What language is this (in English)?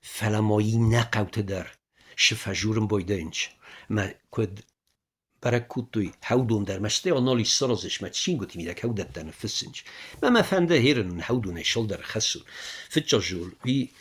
Ossetic